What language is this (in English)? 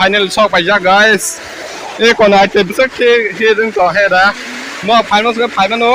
Kok Borok